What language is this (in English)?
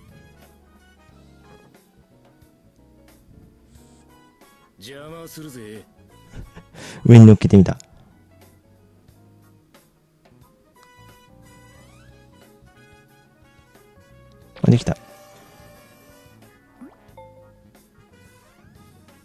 Japanese